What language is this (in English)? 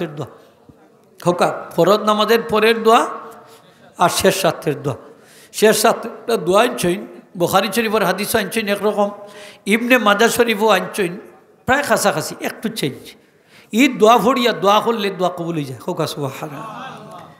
Sylheti